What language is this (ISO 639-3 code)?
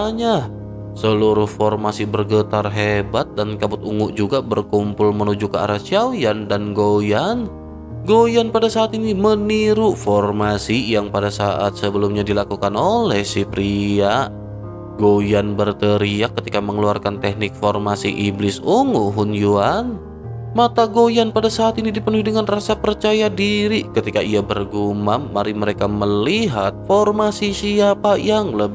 ind